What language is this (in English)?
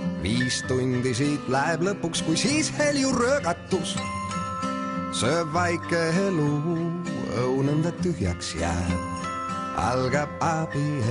Estonian